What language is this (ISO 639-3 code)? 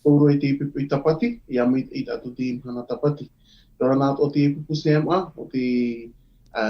tah